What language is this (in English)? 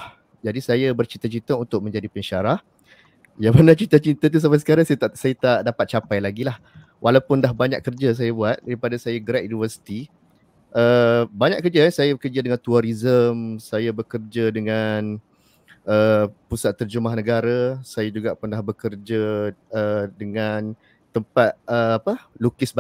Malay